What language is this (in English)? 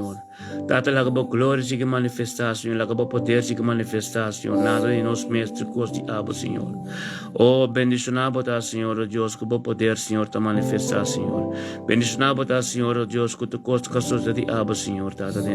Papiamento